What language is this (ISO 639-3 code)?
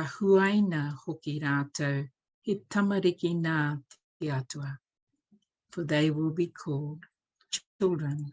mri